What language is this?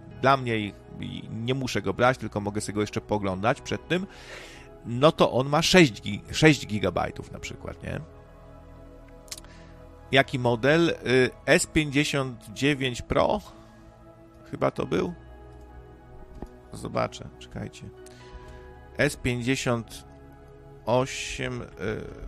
Polish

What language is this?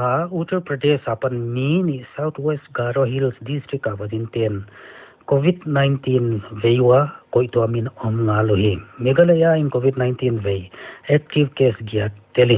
Paite Chin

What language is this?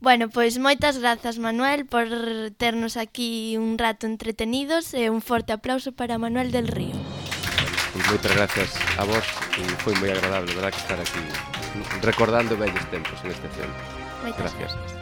Galician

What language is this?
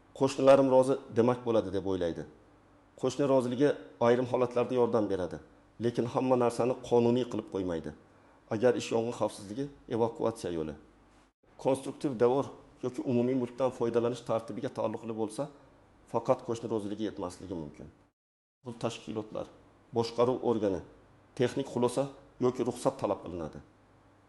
Uzbek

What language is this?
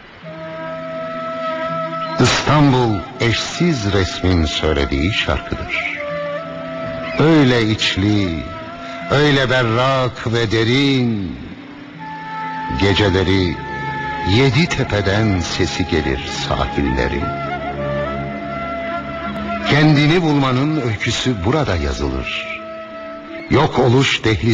Turkish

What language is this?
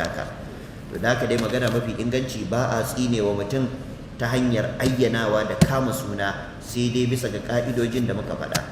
Hausa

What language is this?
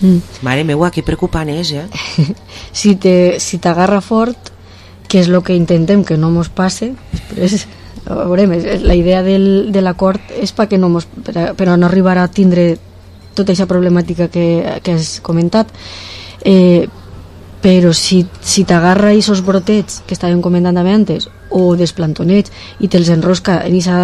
Catalan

